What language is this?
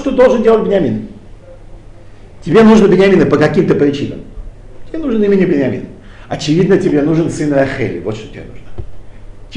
Russian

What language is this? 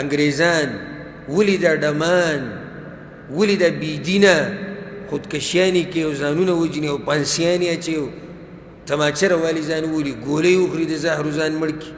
Pashto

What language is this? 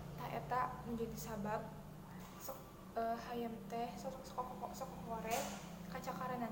Sundanese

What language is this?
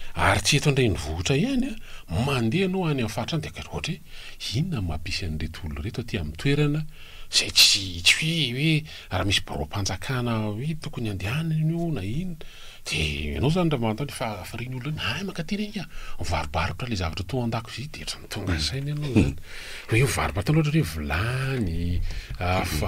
Malagasy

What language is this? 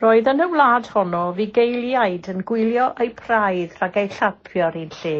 Welsh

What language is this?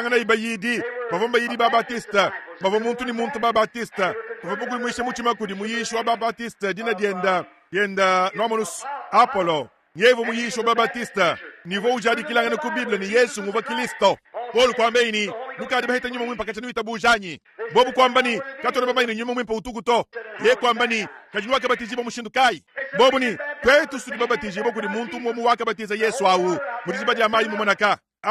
Luba-Lulua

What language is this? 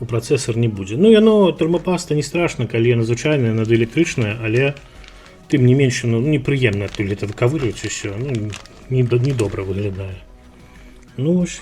Belarusian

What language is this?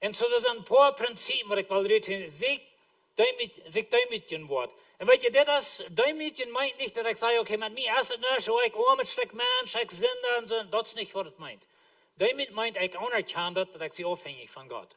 Plautdietsch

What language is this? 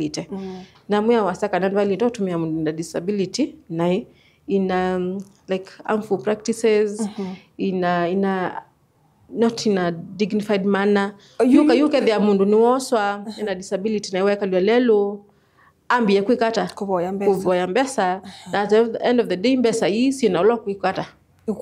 Kamba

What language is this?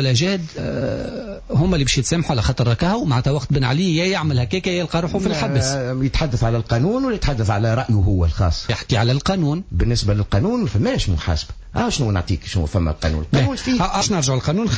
Tunisian Arabic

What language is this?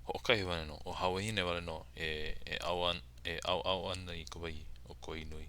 Hawaiian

